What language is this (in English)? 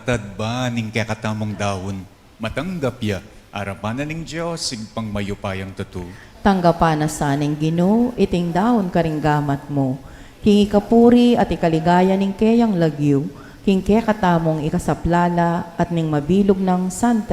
Pampanga